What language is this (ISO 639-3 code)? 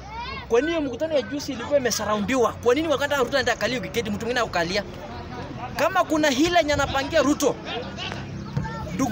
swa